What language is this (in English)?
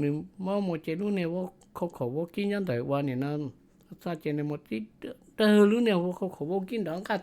Hmong